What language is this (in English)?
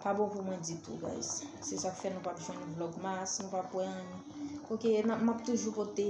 Haitian Creole